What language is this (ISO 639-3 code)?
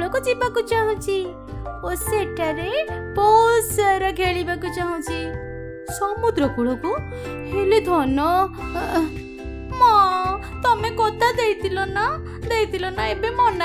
ori